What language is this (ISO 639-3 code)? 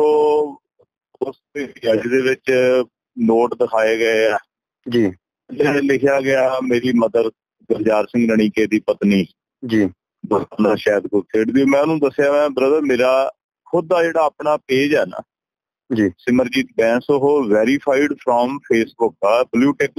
pan